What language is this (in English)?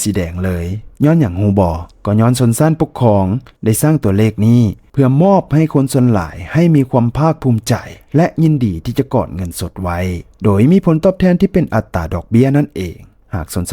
Lao